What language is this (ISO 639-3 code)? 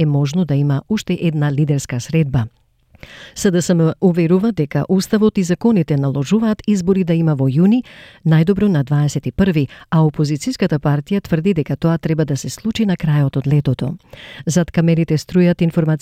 mkd